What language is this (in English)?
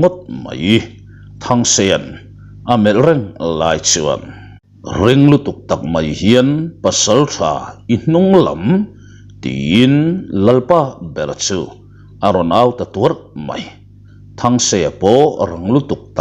Mizo